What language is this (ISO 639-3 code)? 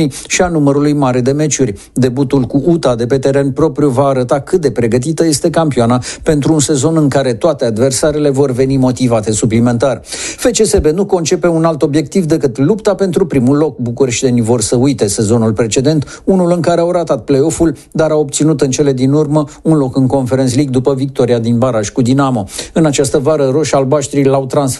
ron